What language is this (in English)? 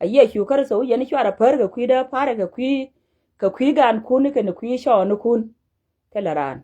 Nuer